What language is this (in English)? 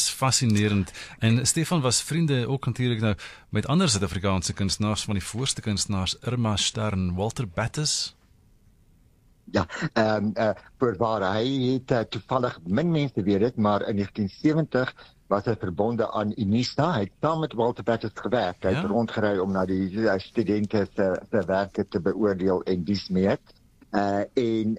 Afrikaans